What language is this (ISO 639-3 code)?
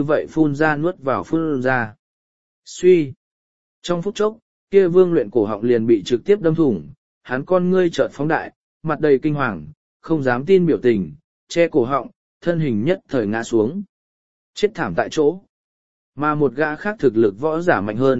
vie